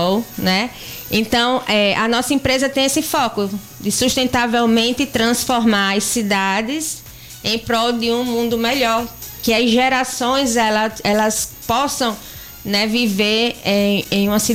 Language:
Portuguese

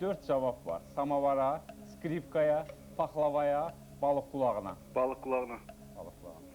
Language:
Azerbaijani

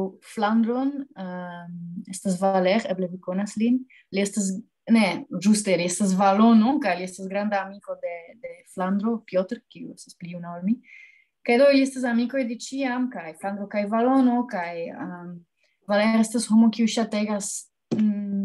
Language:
Esperanto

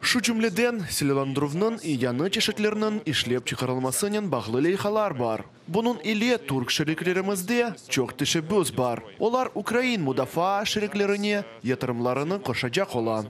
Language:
Crimean Tatar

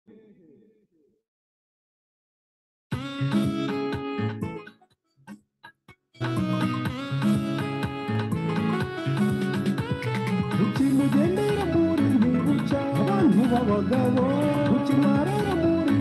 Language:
Kinyarwanda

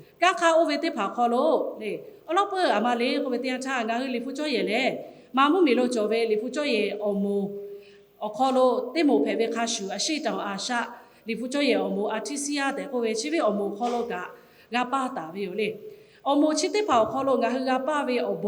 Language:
Lahu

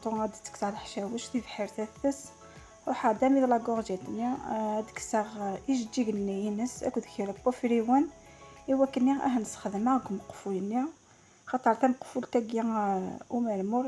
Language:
Kabyle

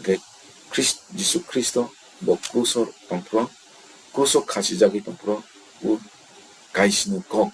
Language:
Kok Borok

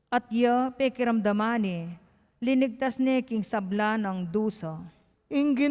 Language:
Pampanga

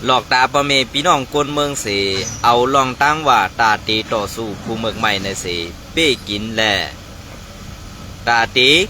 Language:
Shan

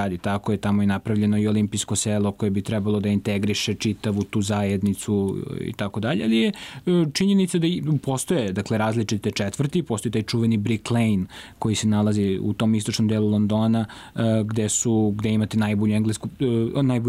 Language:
Serbian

